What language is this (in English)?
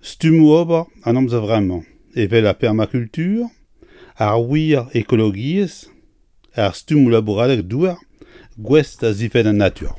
Breton